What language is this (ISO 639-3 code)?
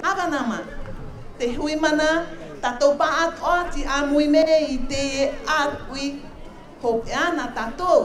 tah